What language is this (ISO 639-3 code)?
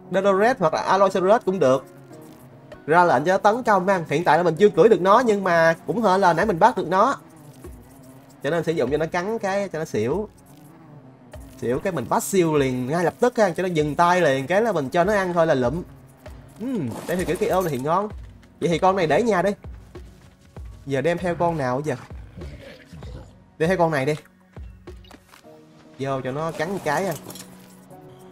vie